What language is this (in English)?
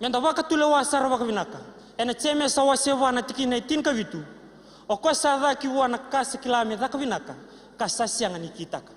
Fijian